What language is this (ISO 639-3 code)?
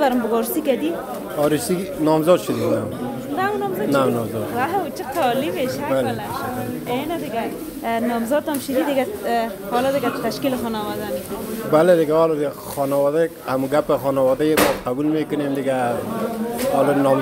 fas